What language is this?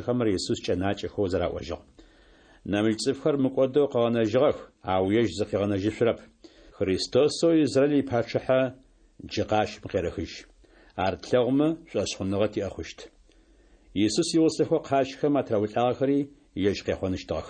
Adyghe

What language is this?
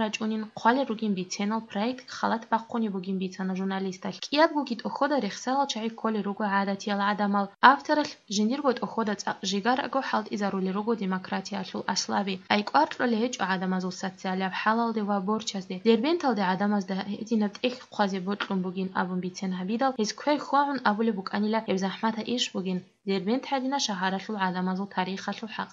Avaric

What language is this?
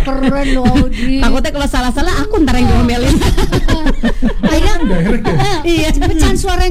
Indonesian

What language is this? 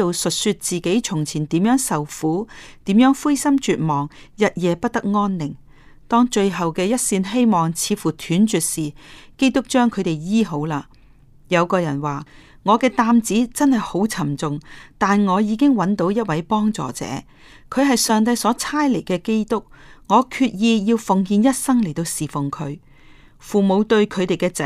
Cantonese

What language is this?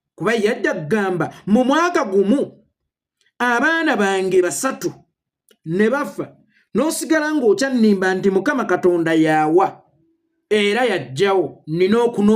Ganda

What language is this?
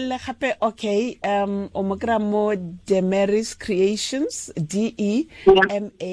Tswana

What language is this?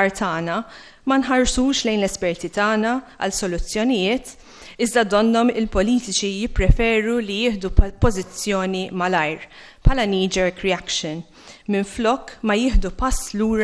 Maltese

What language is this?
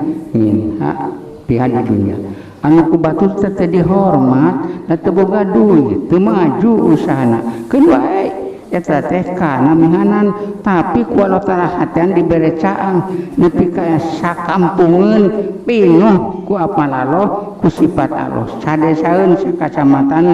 Sundanese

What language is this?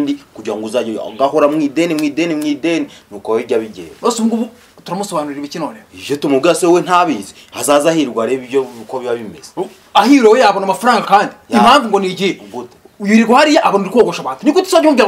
Kinyarwanda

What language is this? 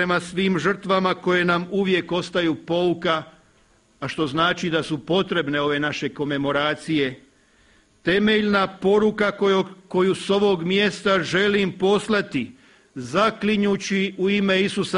Croatian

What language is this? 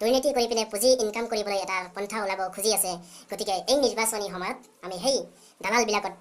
Assamese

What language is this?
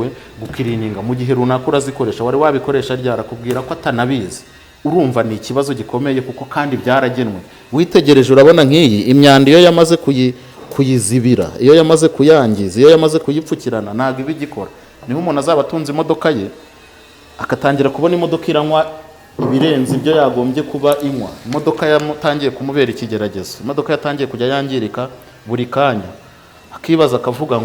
Kinyarwanda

